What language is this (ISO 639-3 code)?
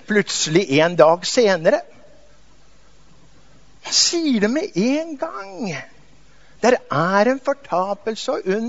nor